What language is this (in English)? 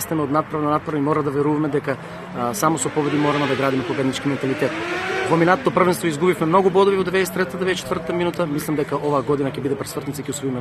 Macedonian